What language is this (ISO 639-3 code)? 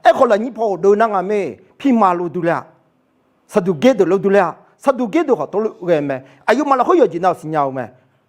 ahk